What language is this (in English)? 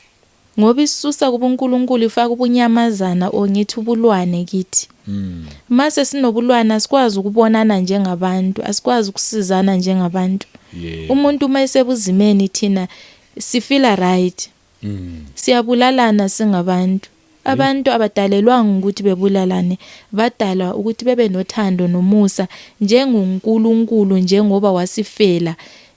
Zulu